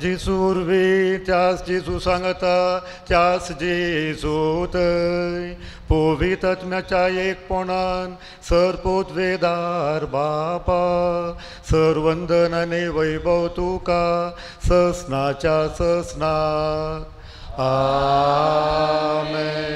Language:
Konkani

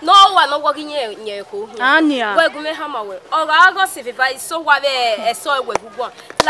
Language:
Bini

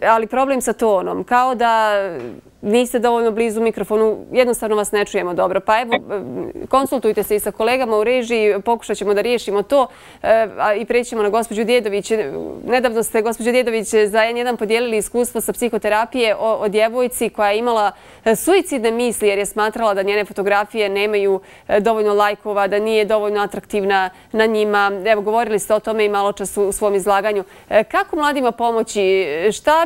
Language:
Bosnian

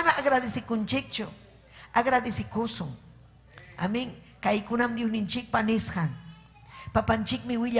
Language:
Ayacucho Quechua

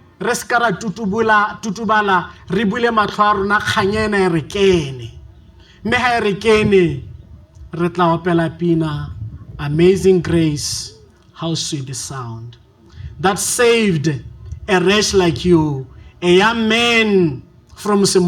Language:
Southern Sotho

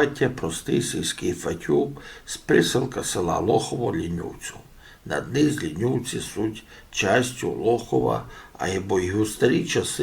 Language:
Rusyn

